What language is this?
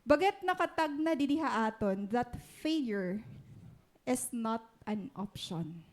Waray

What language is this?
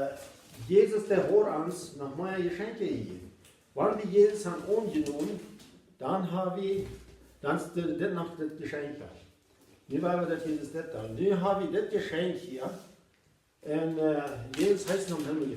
Plautdietsch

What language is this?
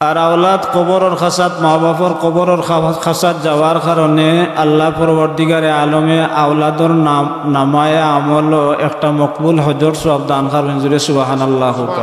Sylheti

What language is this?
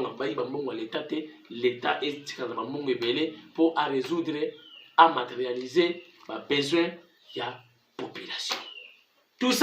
Lingala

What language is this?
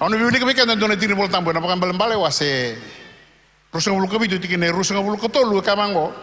Fijian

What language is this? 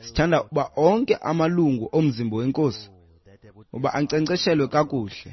Xhosa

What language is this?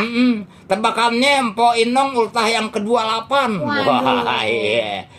Betawi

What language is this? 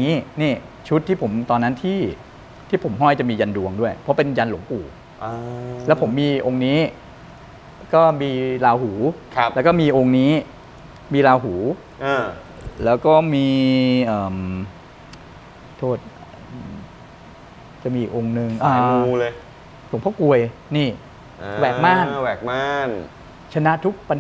Thai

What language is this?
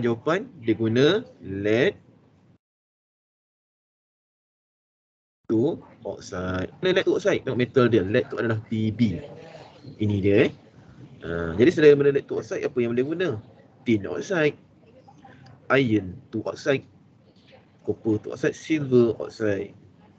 Malay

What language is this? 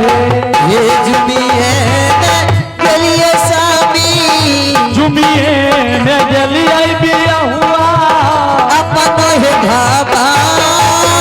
Angika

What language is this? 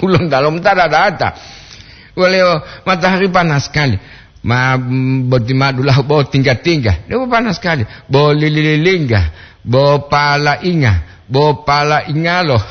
Gorontalo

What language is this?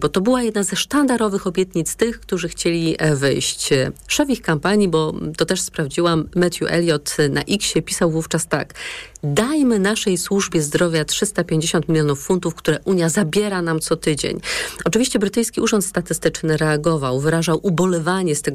Polish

